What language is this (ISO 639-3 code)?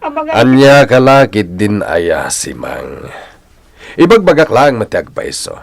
ilo